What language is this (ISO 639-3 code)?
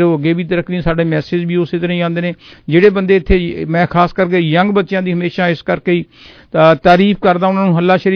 pan